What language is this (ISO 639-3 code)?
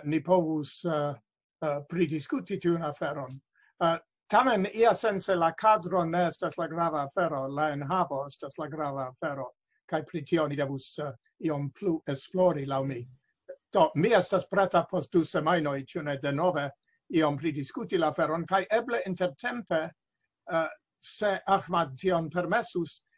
epo